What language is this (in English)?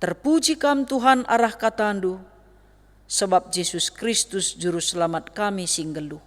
Batak Karo